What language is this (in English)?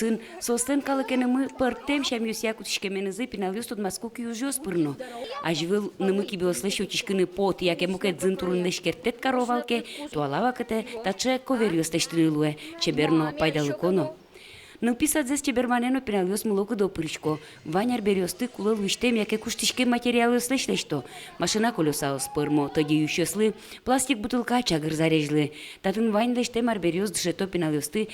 Udmurt